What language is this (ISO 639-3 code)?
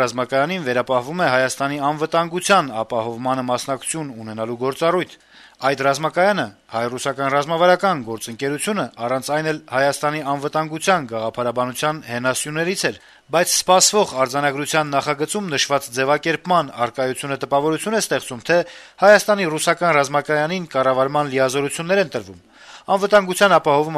hye